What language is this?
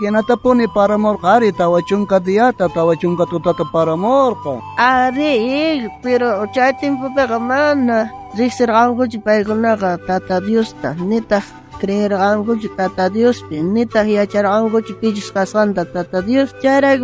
South Bolivian Quechua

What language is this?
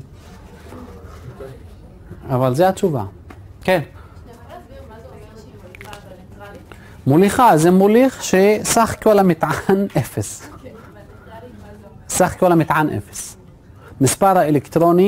Hebrew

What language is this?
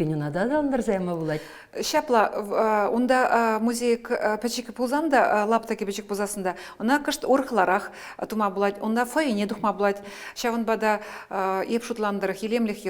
Chuvash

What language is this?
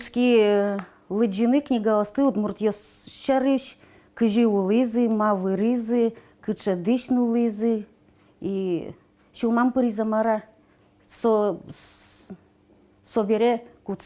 Udmurt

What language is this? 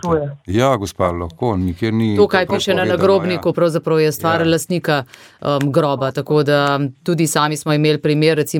Slovenian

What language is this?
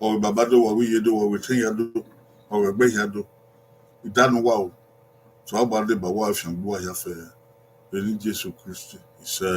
Bini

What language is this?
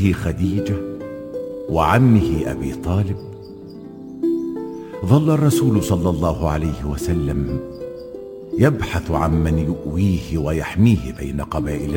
Arabic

